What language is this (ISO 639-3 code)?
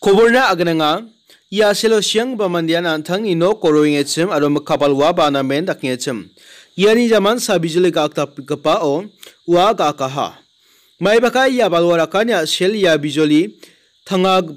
grt